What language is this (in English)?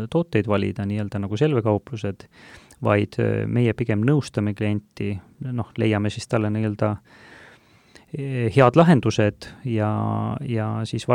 Estonian